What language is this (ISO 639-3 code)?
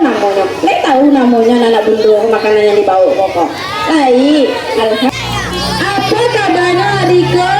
min